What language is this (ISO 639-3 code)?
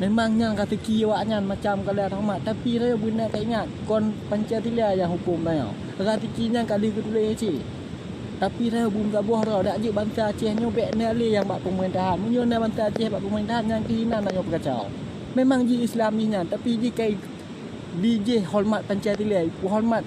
ace